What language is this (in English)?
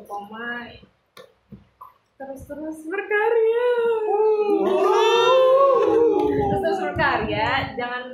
Indonesian